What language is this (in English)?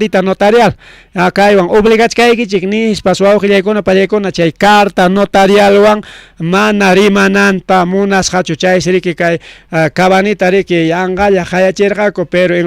Ayacucho Quechua